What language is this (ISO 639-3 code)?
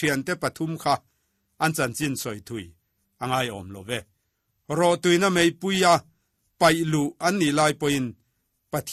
lus